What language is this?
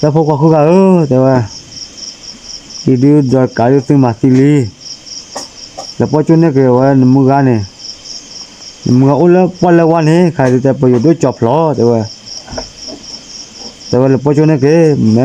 S'gaw Karen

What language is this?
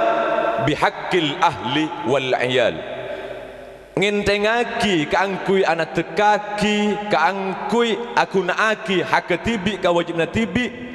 Madurese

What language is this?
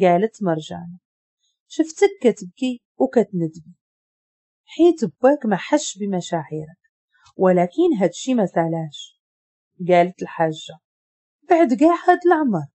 Moroccan Arabic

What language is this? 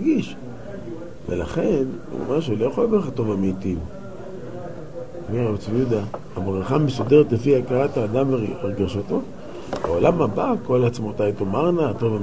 Hebrew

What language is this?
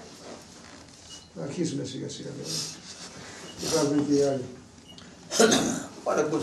Greek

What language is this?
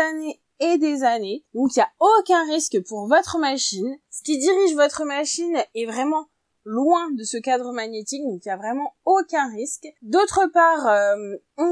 French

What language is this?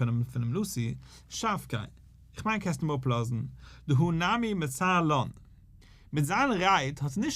Yiddish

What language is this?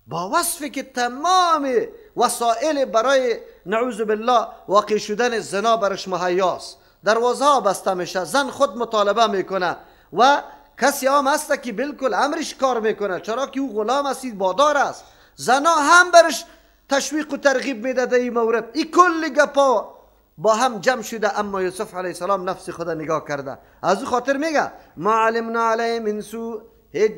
Persian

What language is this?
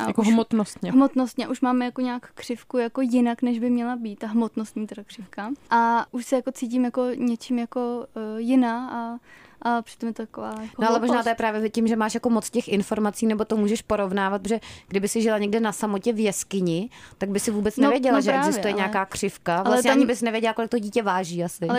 Czech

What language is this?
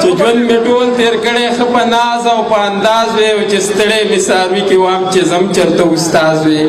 Pashto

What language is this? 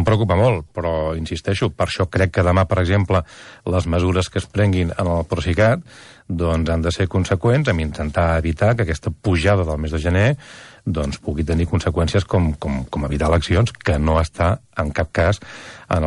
Catalan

